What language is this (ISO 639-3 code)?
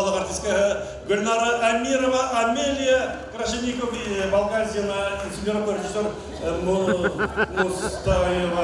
bak